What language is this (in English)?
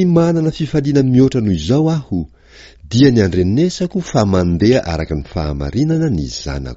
Malagasy